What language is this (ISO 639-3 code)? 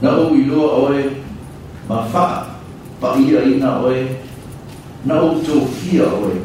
smo